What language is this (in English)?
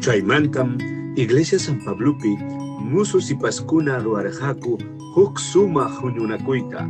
Ayacucho Quechua